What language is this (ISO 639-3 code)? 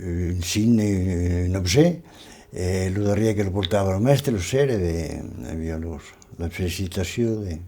oci